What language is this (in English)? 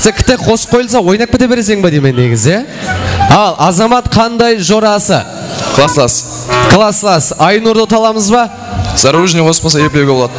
Kara-Kalpak